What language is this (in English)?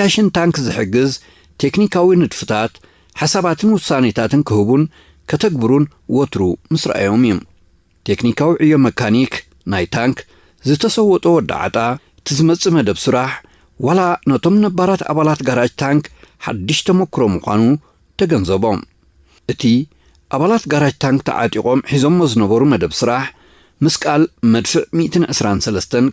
Tigrinya